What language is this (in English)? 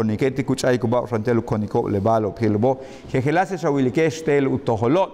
Yucateco